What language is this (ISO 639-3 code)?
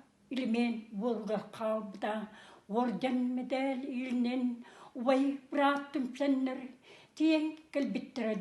sah